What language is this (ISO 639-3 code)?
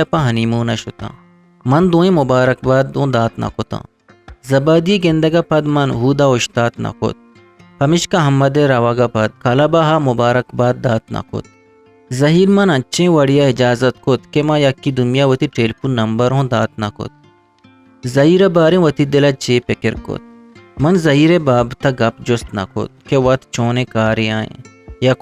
bgp